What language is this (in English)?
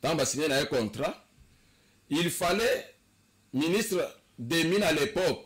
Lingala